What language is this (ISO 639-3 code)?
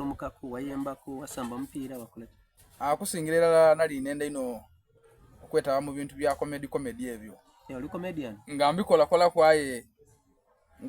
xog